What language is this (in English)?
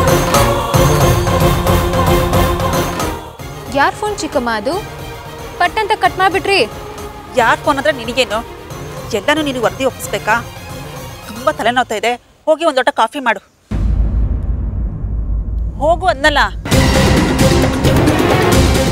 Kannada